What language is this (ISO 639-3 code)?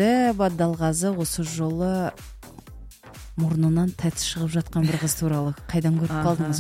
kaz